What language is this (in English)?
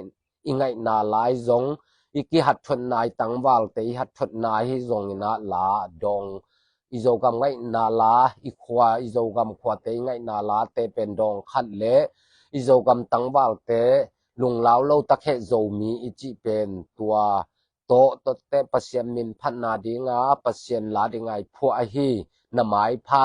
Tedim Chin